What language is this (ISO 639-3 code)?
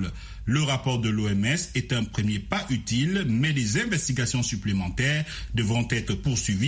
fra